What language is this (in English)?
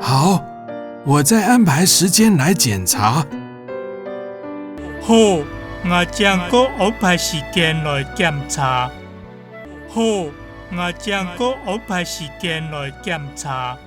Hakka Chinese